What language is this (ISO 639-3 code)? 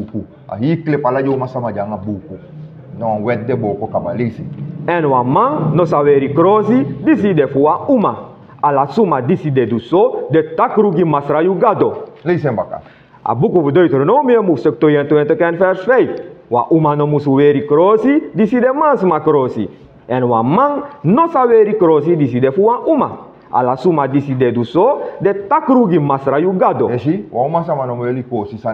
srn